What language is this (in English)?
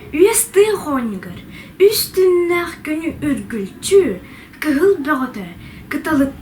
Yakut